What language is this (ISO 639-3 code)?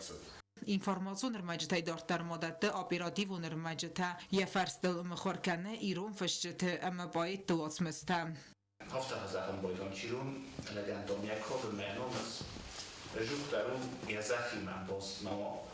oss